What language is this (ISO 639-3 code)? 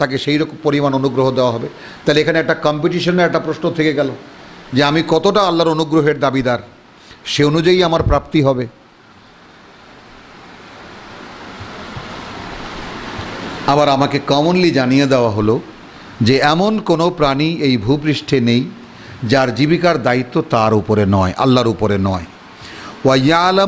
ben